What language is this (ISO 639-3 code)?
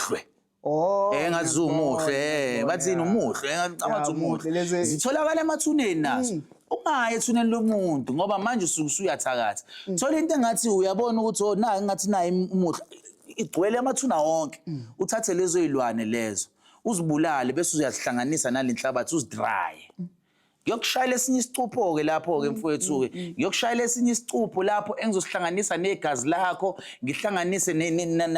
zul